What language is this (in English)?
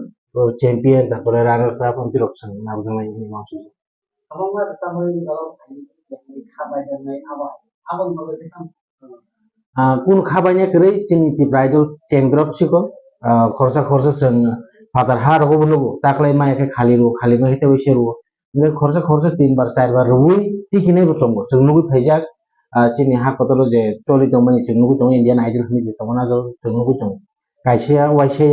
Kok Borok